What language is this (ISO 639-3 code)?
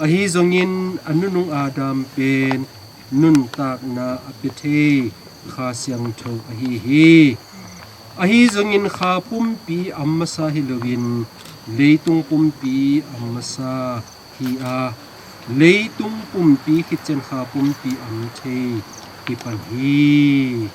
ctd